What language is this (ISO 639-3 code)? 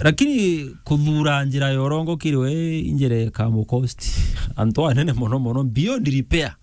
mer